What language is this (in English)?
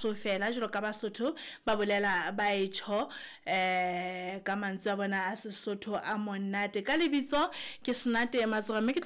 Southern Sotho